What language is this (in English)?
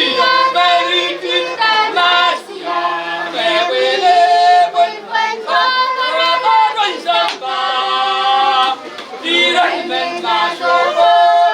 Pohnpeian